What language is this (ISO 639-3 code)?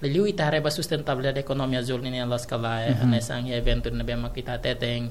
tet